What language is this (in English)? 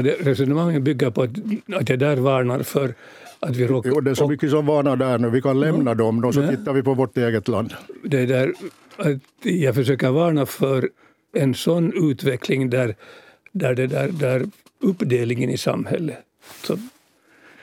Swedish